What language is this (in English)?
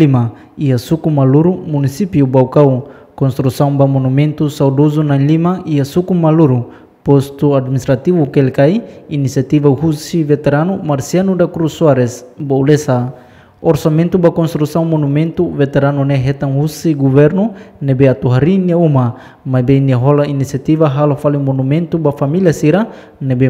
Tetum